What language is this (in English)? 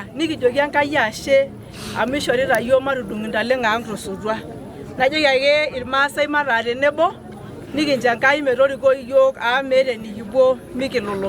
Masai